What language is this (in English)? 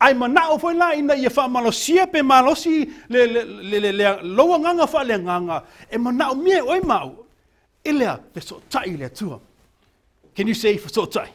Samoan